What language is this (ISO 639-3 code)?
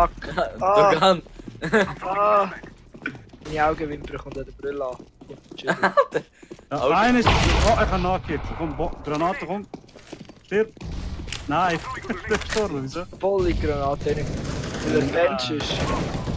gsw